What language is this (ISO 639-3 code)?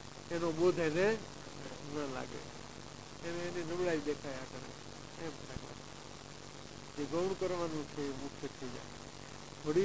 guj